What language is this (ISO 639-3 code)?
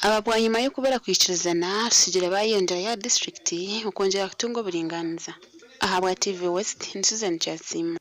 nyn